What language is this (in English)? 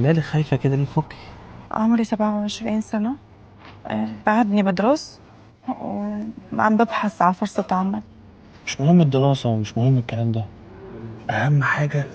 Egyptian Arabic